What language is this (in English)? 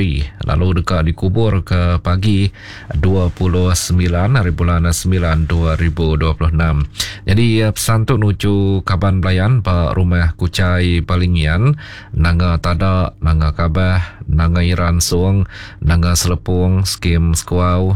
Iban